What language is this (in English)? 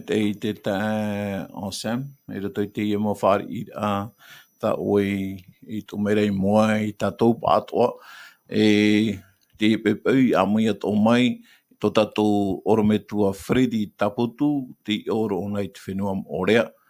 Tahitian